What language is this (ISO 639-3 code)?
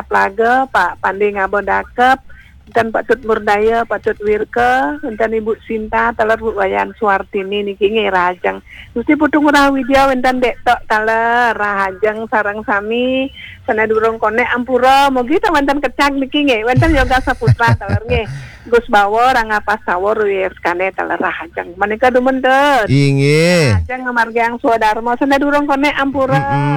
ban